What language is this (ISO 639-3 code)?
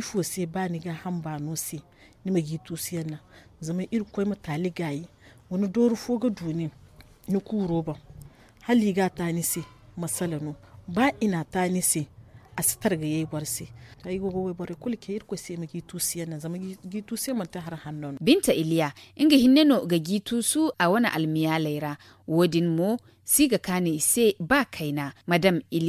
dje